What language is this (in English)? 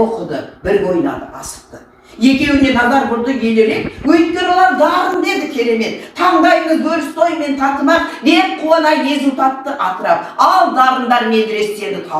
Kazakh